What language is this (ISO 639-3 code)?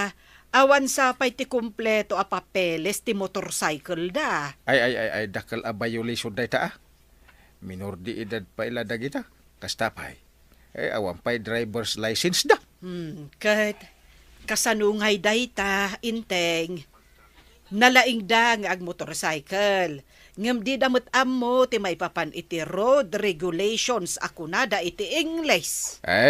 ilo